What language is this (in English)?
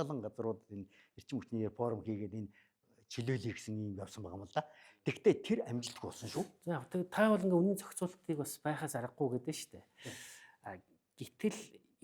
Mongolian